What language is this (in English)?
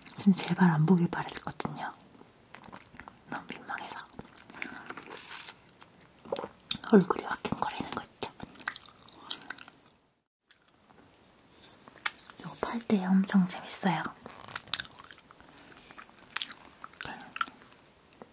Korean